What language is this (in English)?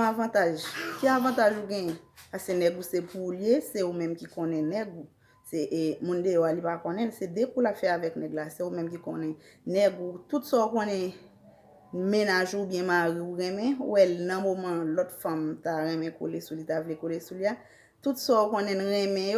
Haitian Creole